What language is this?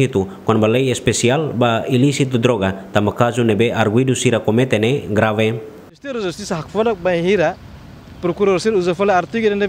Tetum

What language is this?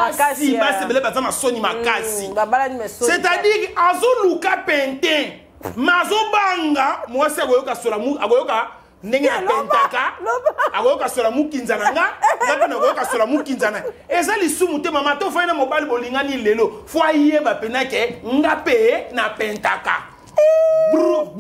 Lingala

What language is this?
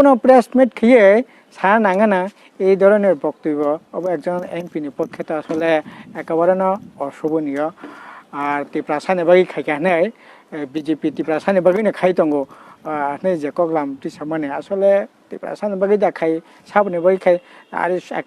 Kok Borok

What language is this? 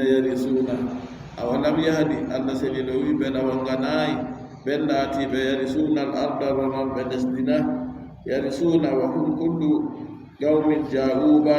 Adamawa Fulfulde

